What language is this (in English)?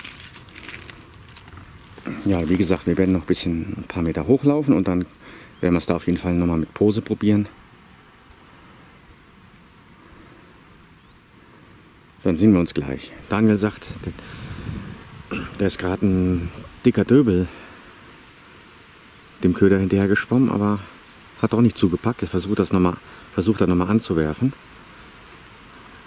German